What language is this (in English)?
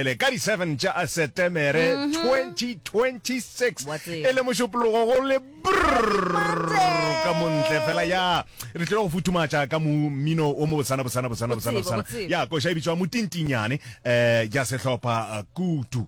Northern Sotho